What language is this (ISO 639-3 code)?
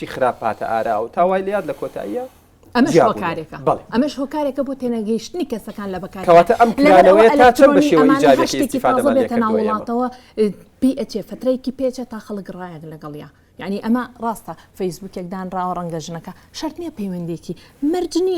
ckb